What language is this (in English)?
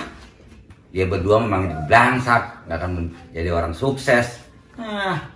Betawi